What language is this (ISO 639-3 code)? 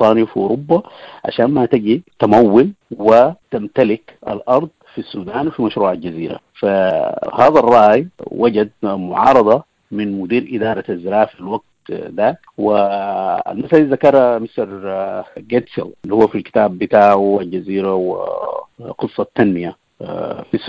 apd